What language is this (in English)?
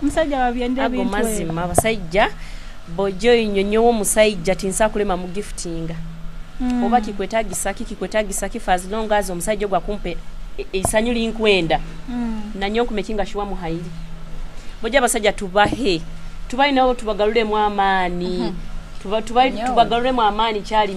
Nyoro